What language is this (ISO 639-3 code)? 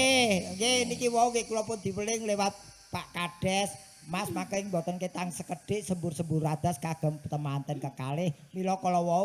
jav